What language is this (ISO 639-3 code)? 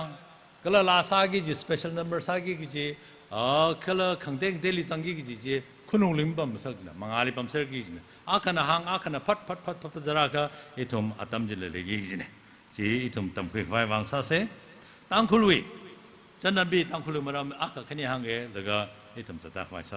nmf